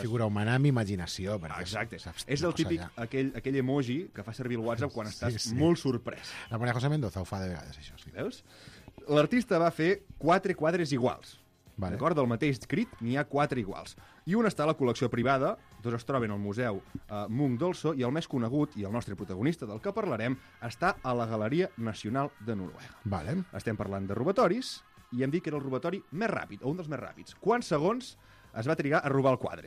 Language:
Catalan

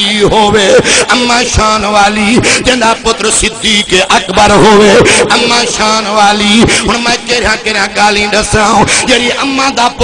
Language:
Saraiki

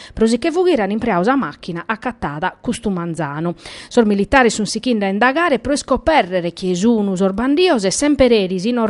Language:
Sardinian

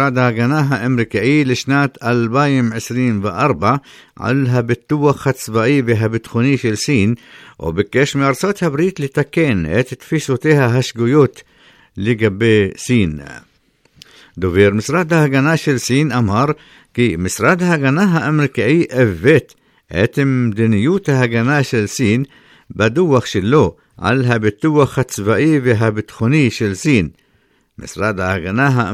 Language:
Hebrew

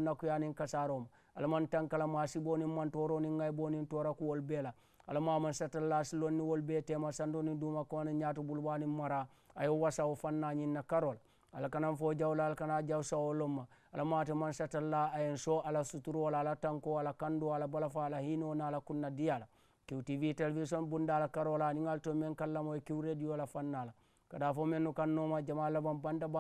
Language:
Mandingo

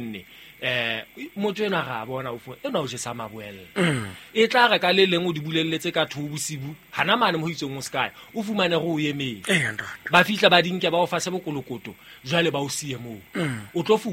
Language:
Southern Sotho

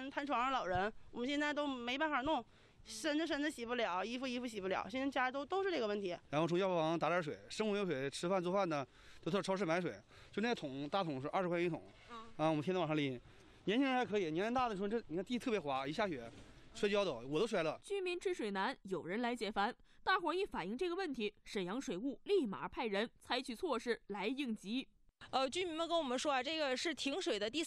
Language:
Chinese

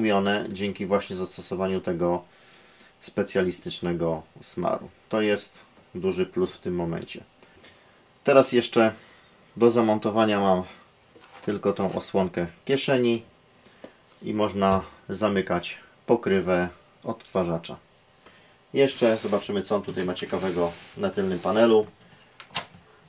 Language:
Polish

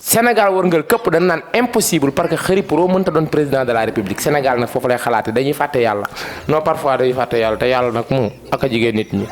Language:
Wolof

